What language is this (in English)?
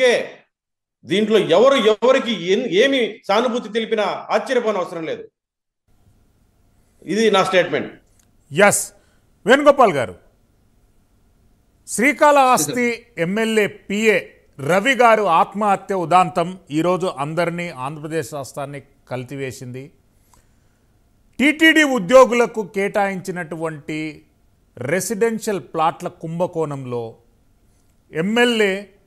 Telugu